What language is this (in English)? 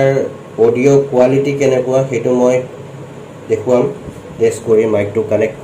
Assamese